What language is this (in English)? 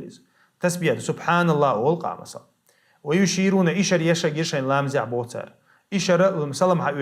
Chechen